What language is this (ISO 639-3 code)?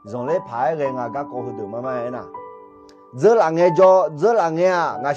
ahk